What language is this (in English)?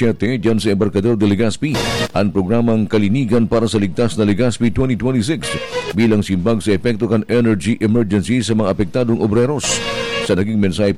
Bikol